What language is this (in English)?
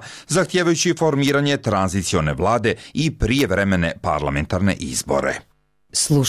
Serbian